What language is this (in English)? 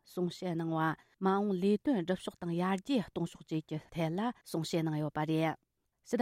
Tibetan